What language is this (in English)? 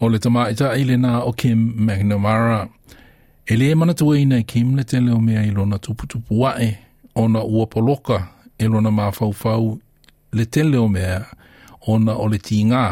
Samoan